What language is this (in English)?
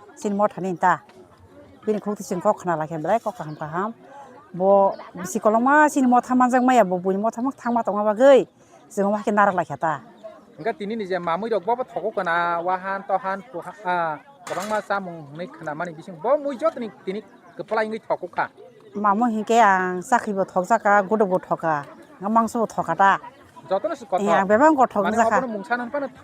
Kok Borok